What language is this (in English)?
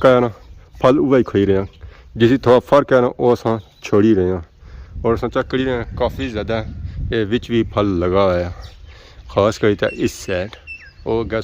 Pahari-Potwari